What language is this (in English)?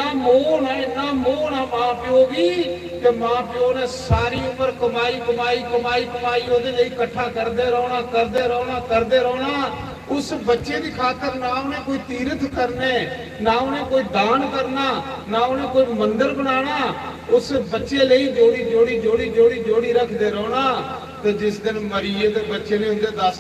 Dogri